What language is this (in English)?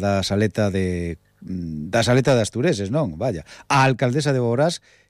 Galician